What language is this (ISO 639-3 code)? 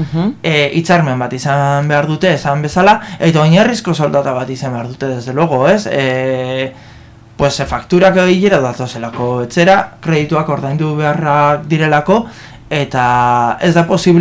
eus